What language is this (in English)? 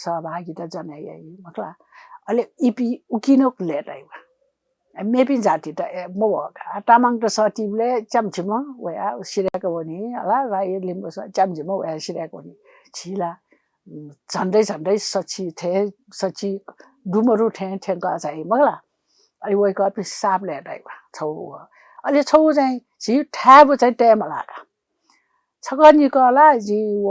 Newari